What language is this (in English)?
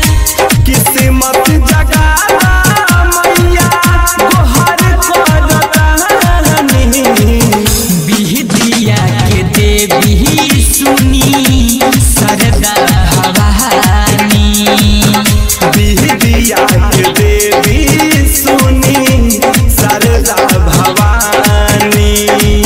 Bhojpuri